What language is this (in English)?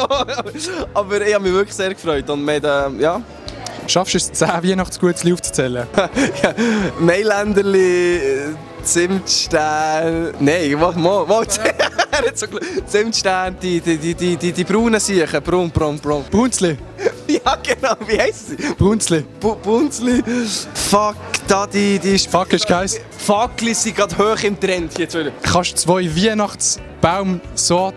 Swiss German